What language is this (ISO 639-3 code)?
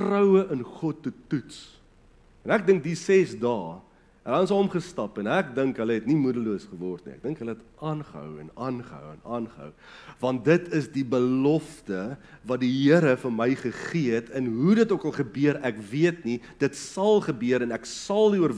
afr